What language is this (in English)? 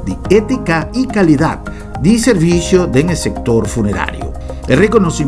Papiamento